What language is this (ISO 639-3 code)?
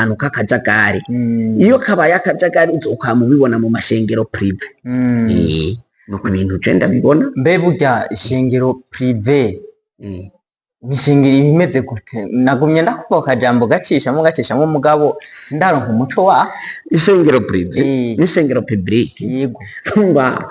run